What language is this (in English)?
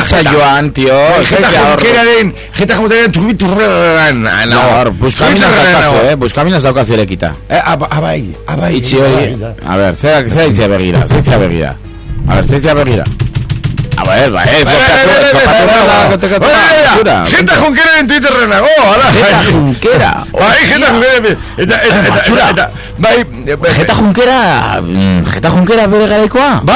Basque